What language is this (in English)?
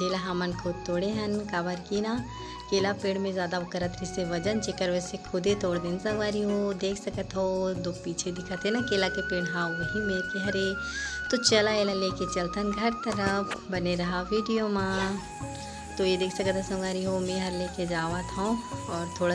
Chhattisgarhi